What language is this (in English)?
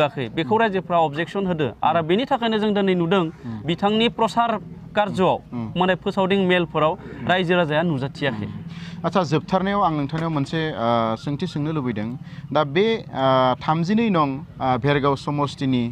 Bodo